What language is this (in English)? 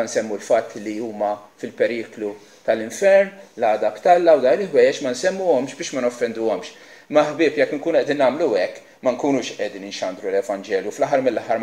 Maltese